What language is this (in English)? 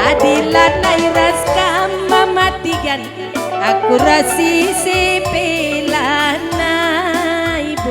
Batak Karo